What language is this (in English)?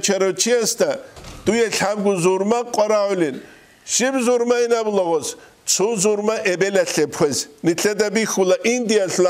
Avaric